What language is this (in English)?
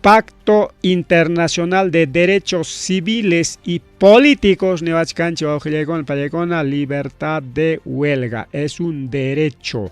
Ayacucho Quechua